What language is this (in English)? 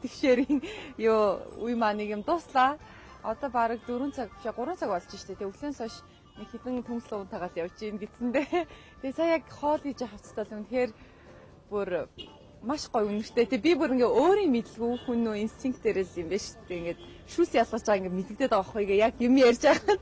Mongolian